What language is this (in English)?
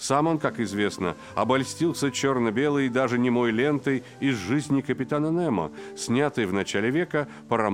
Russian